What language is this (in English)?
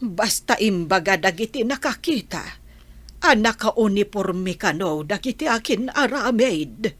Iloko